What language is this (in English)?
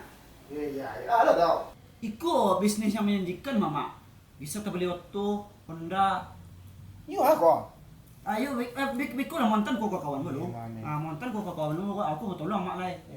Minangkabau